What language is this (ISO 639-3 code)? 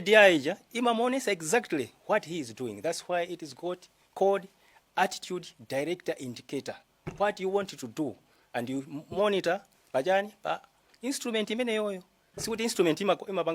nya